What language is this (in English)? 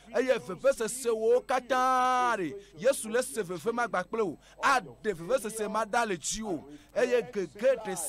Ewe